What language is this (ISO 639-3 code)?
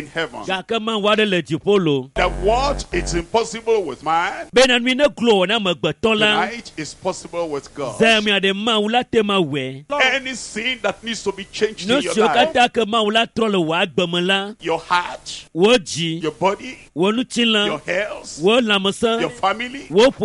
ewe